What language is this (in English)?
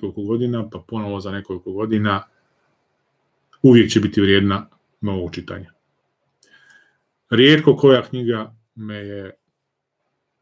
Serbian